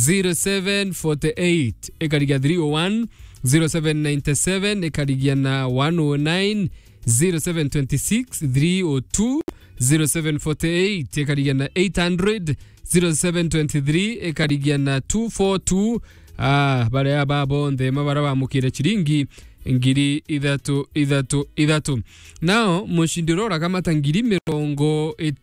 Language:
Meru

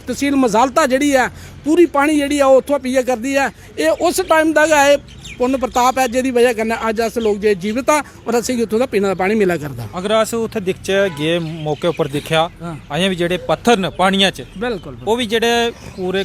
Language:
Dogri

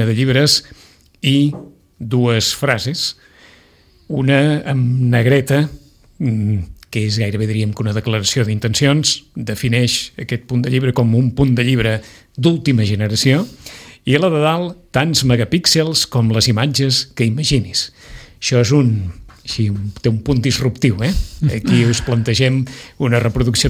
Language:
Catalan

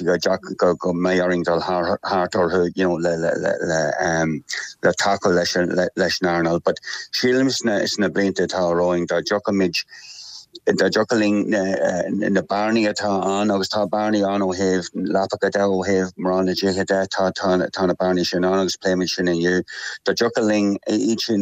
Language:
Irish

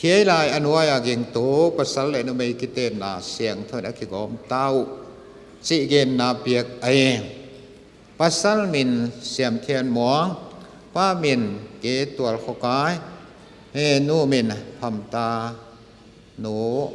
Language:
Paite Chin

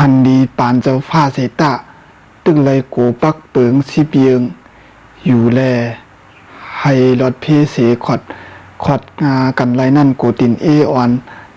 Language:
Shan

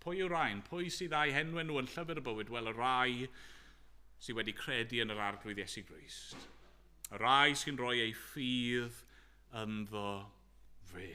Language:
Welsh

